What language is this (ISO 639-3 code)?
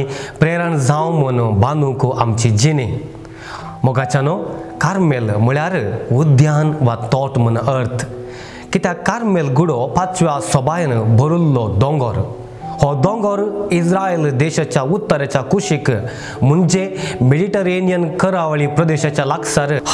kok